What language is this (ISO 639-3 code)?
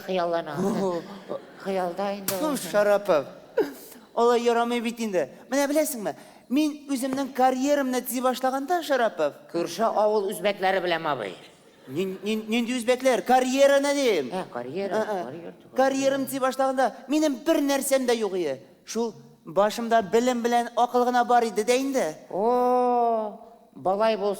tat